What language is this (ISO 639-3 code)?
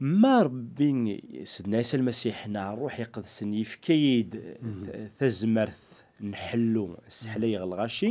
kab